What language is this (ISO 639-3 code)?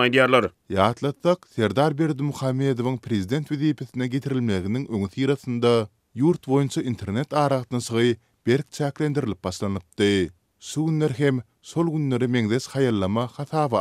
tuk